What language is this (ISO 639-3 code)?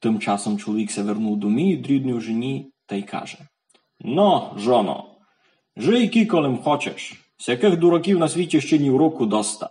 rue